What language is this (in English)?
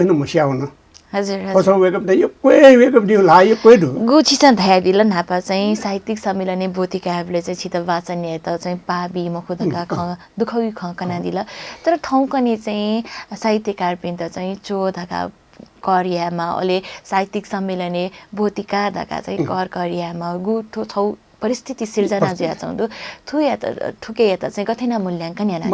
Newari